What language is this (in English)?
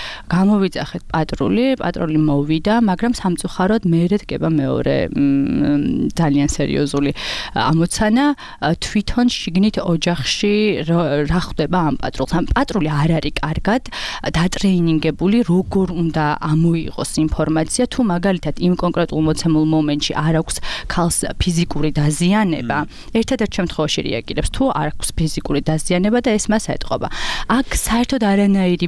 Georgian